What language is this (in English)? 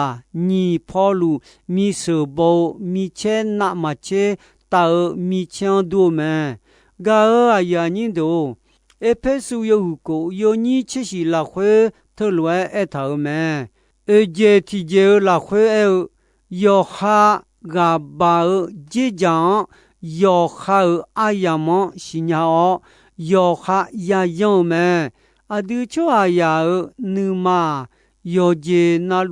Akha